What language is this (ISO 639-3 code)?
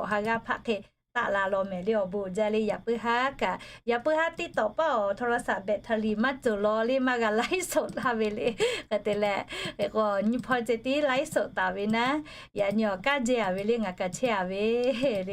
lhu